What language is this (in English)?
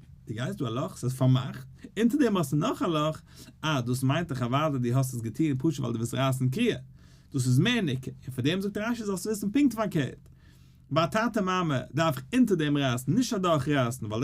Yiddish